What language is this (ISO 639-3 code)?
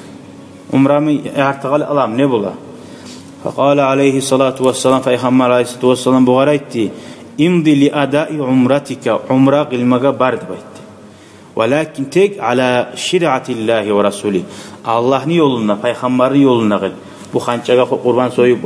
kum